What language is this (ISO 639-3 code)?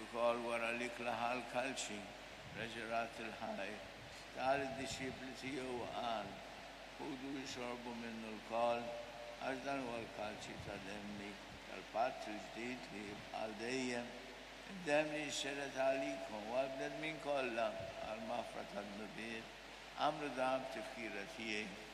mlt